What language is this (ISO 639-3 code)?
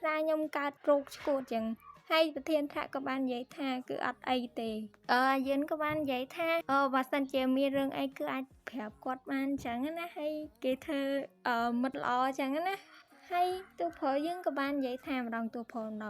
khm